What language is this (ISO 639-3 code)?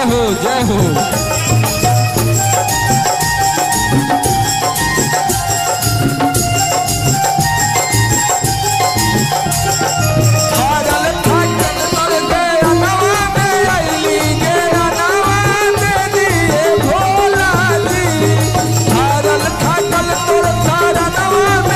bho